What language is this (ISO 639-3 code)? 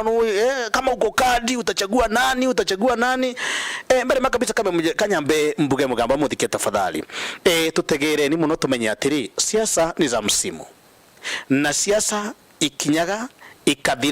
mer